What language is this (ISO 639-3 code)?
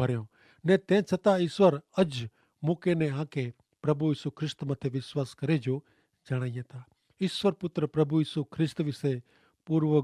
kfr